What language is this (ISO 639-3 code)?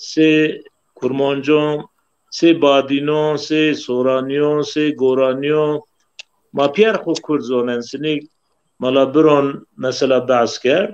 zza